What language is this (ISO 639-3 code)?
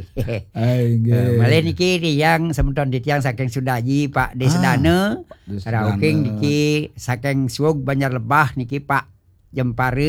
ban